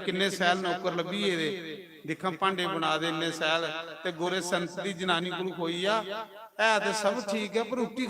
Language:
Dogri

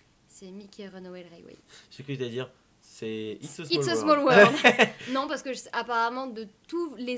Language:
French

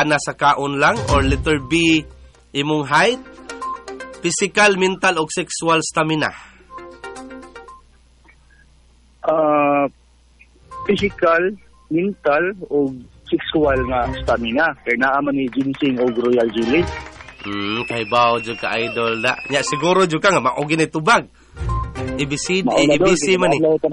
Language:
Cebuano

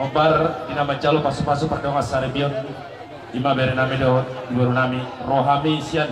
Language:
Batak Toba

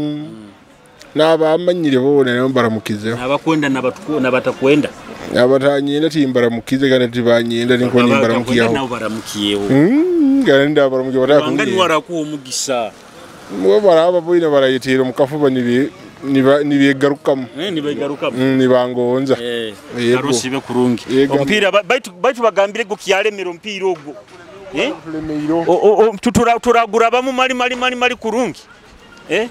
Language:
Nyoro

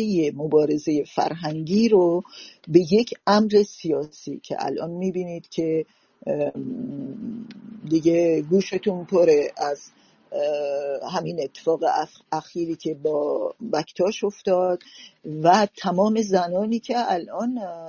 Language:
Persian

